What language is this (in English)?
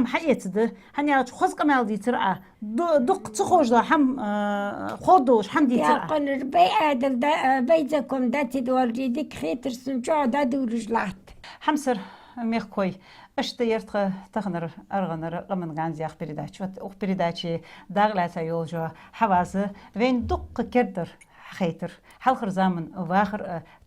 Ingush